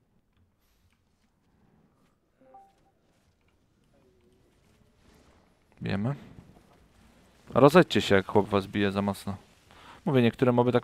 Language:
Polish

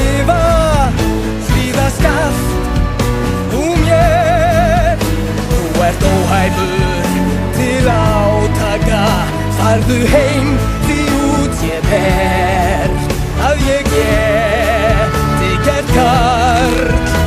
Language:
Icelandic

